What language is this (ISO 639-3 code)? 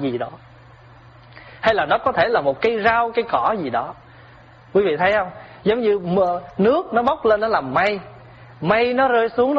vie